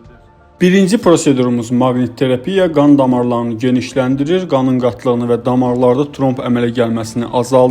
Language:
Azerbaijani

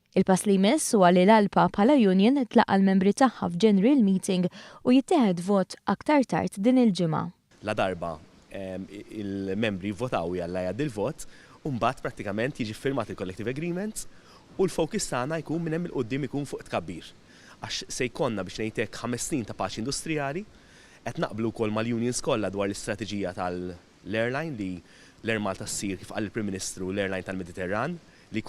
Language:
Maltese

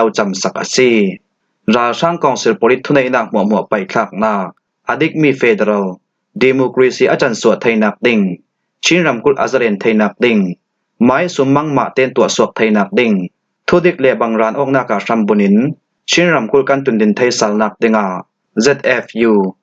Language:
Falam Chin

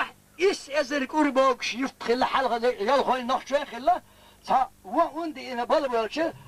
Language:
Chechen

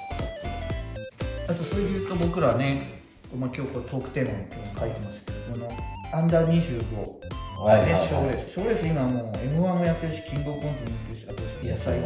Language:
Japanese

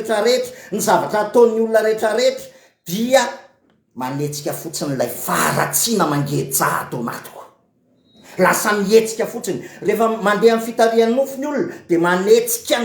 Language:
Malagasy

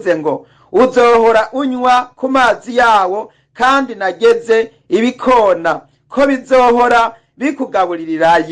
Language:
Rundi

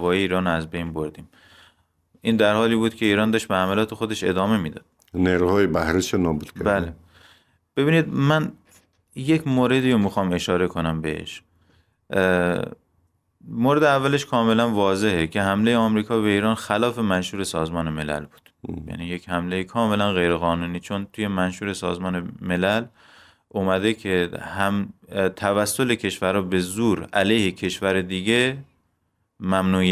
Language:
Persian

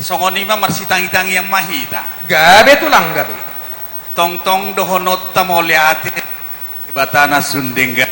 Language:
Batak Toba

